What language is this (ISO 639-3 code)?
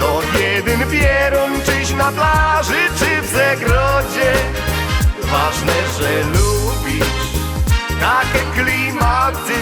szl